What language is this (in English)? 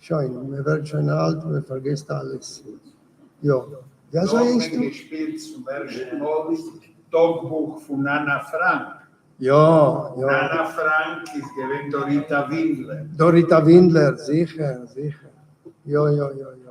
Yiddish